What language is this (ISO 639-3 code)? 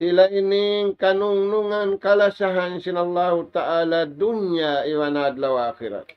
tsg